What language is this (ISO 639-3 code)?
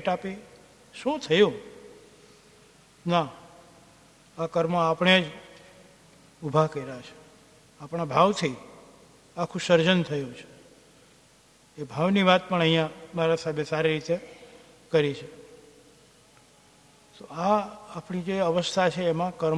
guj